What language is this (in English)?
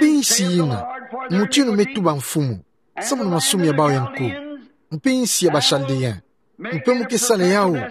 Kituba (Democratic Republic of Congo)